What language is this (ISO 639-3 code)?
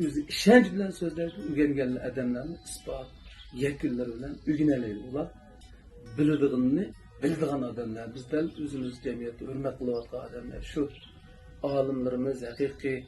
uig